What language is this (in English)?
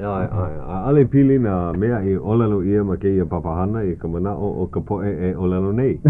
Hawaiian